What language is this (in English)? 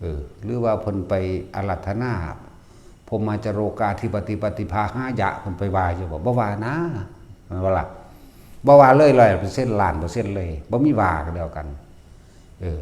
Northeastern Thai